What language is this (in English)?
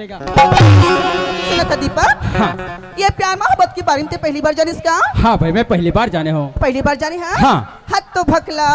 Chhattisgarhi